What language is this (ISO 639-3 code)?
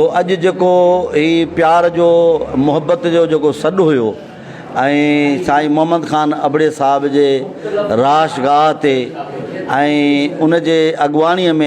snd